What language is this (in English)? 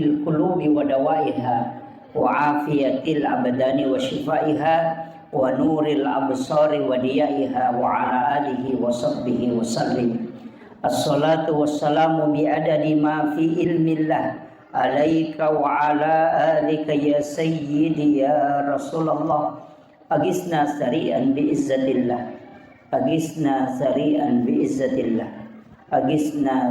Buginese